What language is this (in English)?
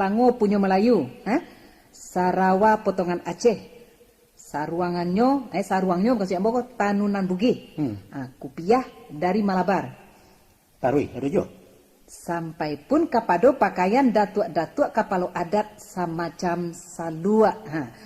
Minangkabau